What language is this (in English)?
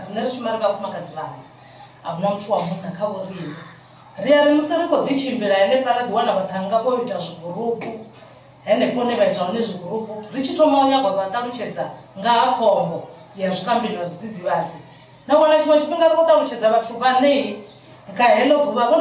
Venda